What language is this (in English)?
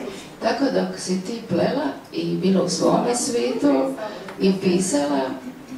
Croatian